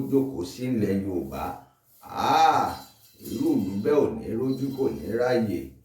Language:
Yoruba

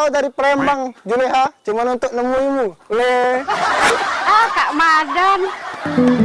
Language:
Musi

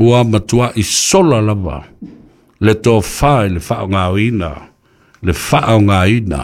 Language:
Samoan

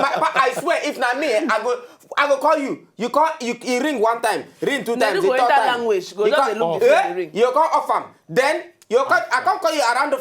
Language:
Nigerian Pidgin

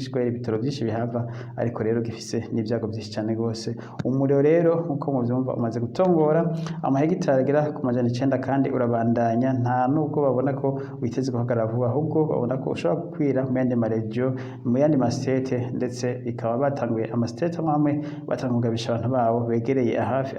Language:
Rundi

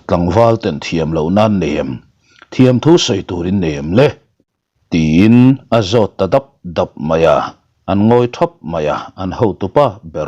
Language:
Mizo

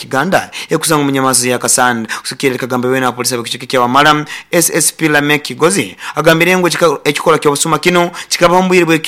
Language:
Nyoro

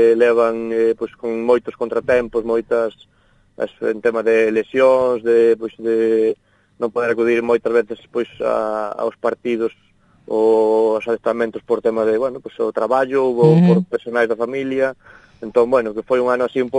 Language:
Galician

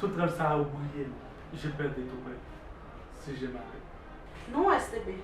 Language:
Haitian Creole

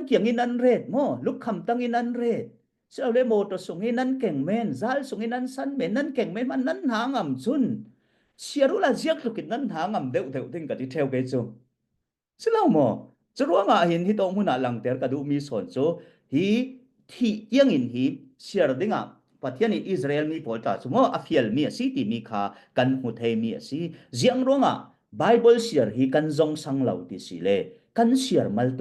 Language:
Falam Chin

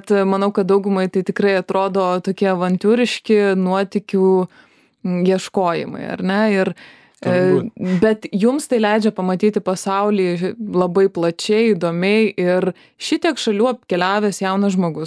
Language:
Lithuanian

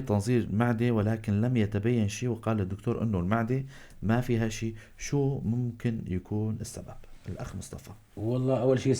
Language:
North Levantine Arabic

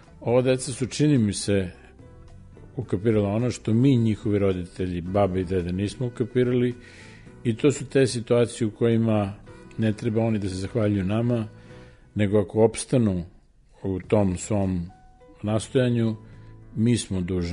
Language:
Serbian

